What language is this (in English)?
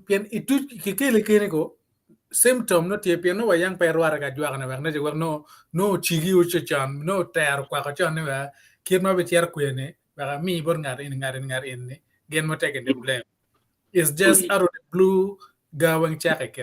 Acoli